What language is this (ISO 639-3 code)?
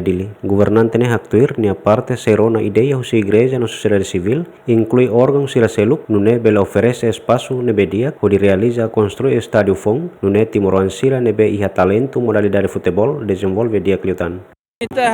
tet